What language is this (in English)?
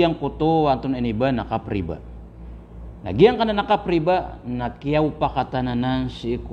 Maranao